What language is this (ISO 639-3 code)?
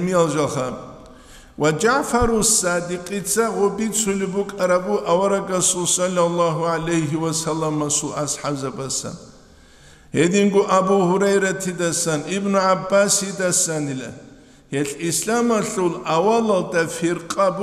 ava